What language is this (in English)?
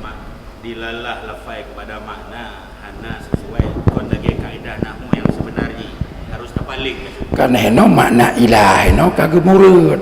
Achinese